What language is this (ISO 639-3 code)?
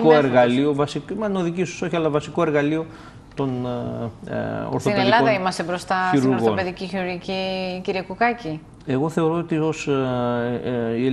ell